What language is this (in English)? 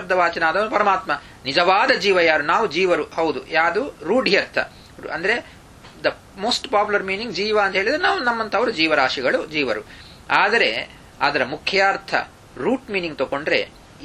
Kannada